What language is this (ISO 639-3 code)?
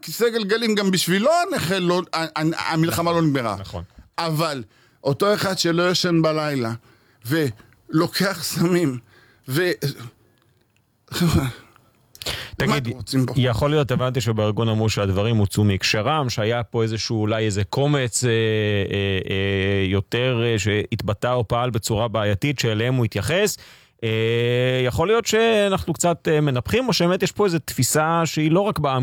heb